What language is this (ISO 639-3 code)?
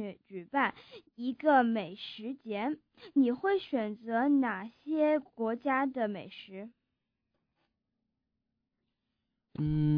zho